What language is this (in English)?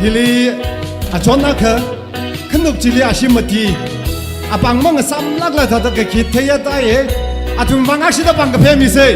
Tangkhul Naga (India)